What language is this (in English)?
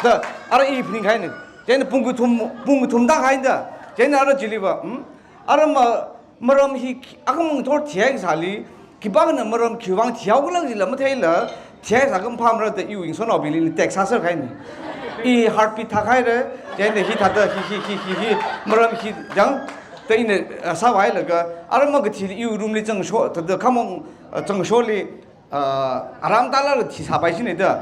Tangkhul Naga (India)